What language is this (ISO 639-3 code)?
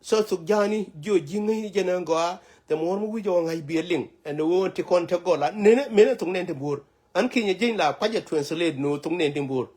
nus